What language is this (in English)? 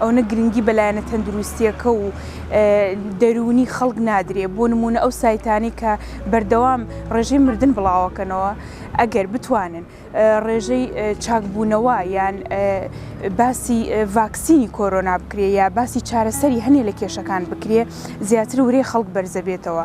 Central Kurdish